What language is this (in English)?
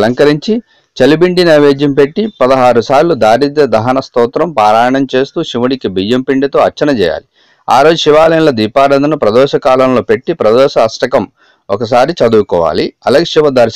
Telugu